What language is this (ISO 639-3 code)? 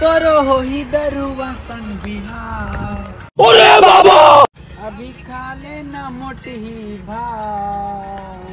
hne